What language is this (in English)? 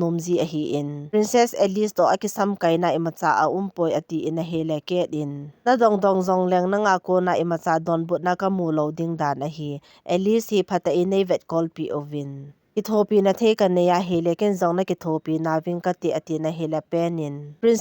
Thado Chin